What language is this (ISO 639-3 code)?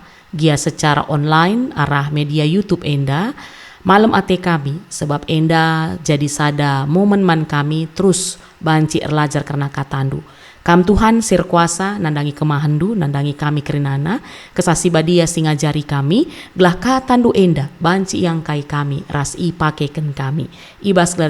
btx